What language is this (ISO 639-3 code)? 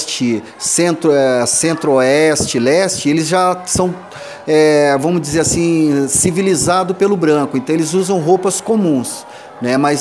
por